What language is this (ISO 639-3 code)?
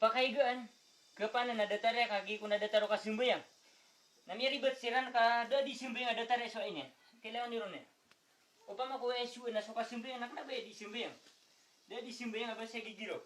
mrw